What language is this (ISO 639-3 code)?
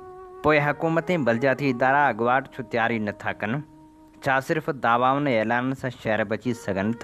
snd